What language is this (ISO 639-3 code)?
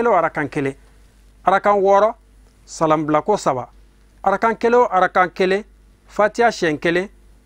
bam